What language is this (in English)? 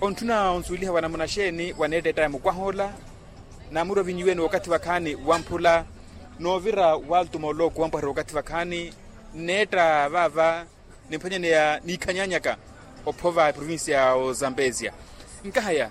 Makhuwa